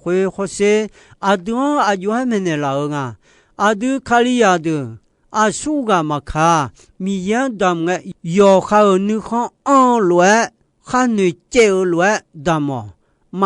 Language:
Akha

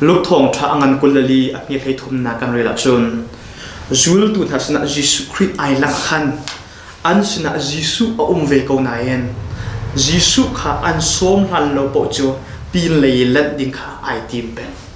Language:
Hakha Chin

